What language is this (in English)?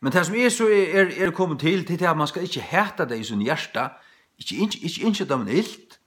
Faroese